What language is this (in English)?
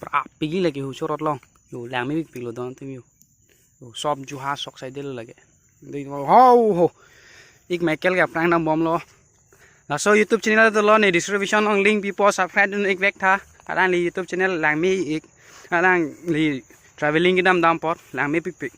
Karbi